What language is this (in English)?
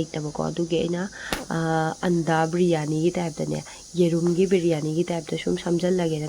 Manipuri